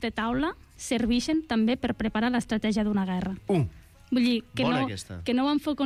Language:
Catalan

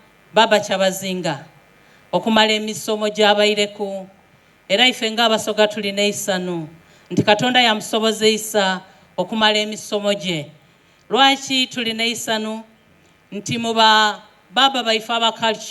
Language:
Soga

